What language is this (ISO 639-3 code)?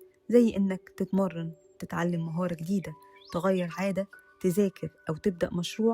arz